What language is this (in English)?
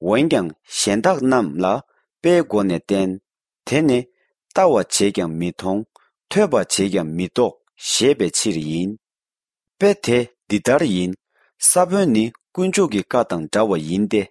Tibetan